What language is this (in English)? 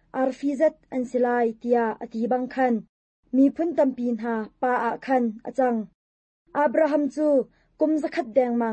Hakha Chin